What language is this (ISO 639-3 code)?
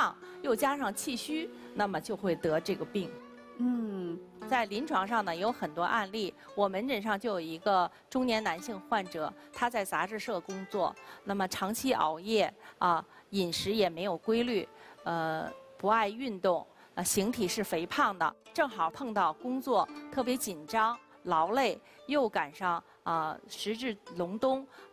zho